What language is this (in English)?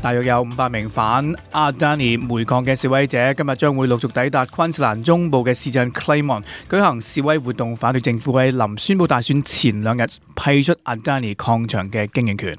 Cantonese